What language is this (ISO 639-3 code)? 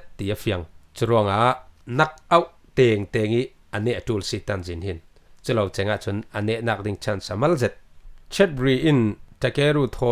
cfm